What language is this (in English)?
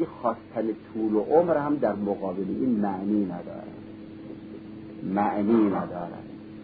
Persian